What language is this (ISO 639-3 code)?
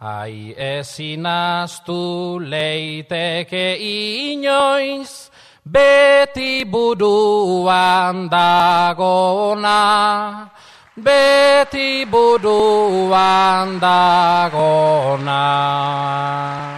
eus